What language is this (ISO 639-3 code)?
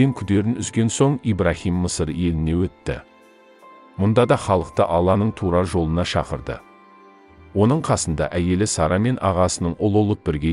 kaz